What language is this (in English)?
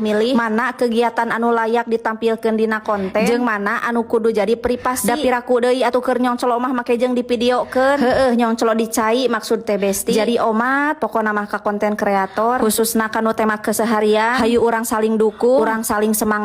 Sundanese